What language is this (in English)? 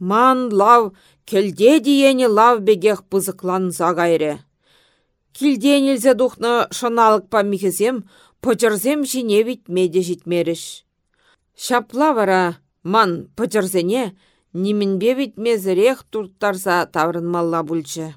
Chuvash